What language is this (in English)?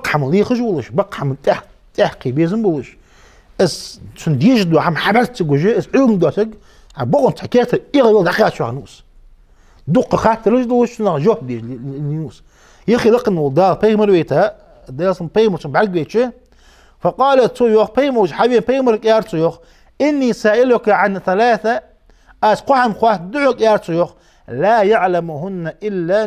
Ingush